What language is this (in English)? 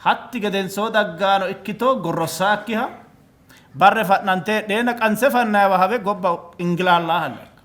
Sidamo